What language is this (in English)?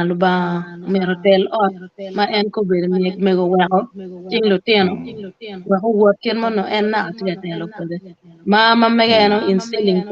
Acoli